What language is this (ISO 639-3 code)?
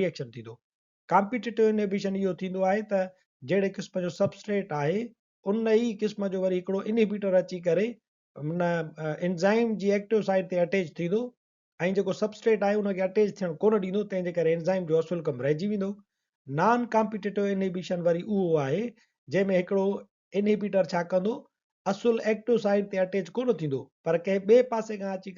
snd